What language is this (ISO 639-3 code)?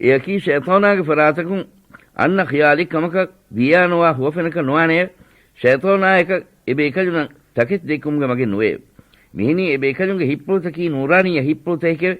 div